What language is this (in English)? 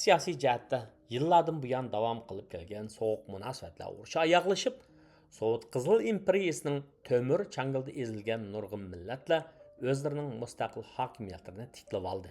Uyghur